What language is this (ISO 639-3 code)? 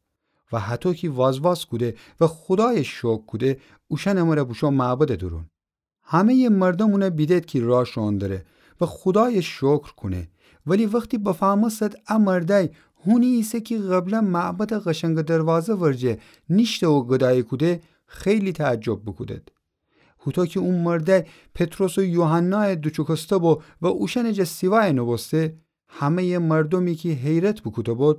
glk